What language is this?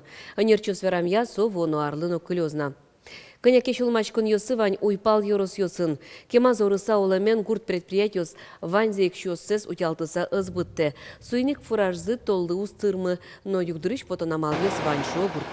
Udmurt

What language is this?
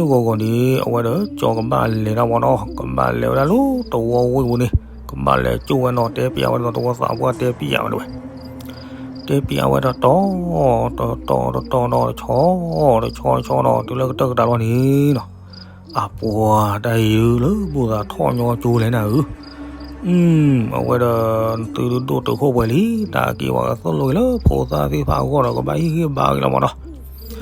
S'gaw Karen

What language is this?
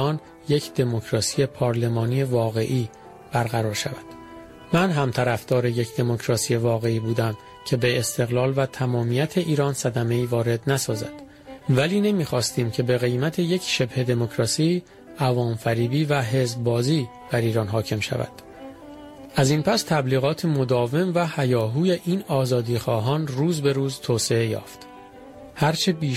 Persian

